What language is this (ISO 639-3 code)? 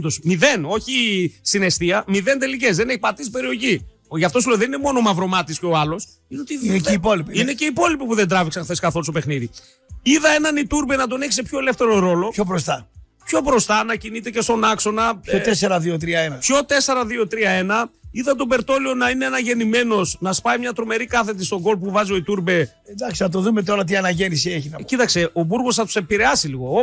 ell